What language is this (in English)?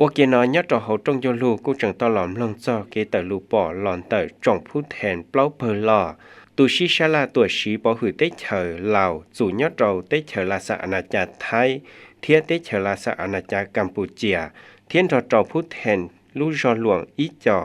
Hmong